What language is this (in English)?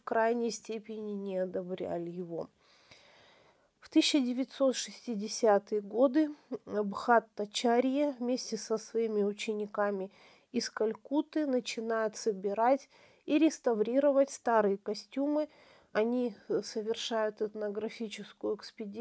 Russian